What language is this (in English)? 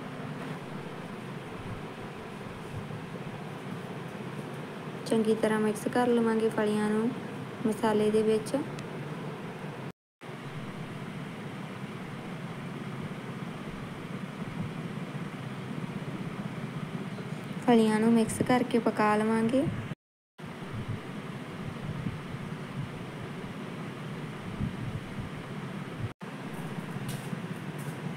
Punjabi